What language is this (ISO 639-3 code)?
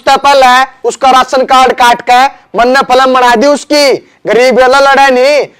bgc